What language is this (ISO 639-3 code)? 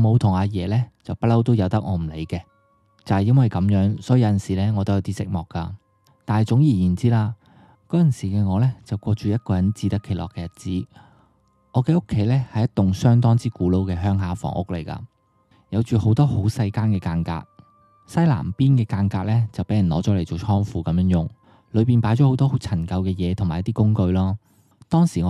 yue